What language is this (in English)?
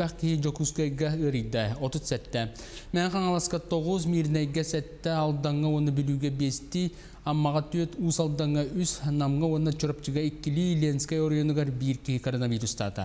Yakut